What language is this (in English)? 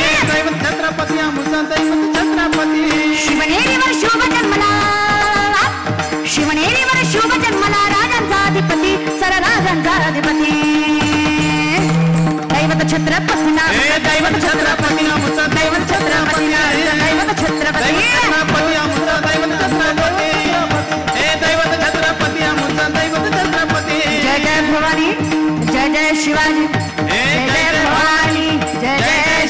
Marathi